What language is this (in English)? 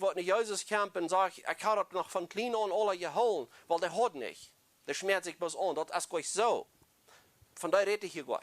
Plautdietsch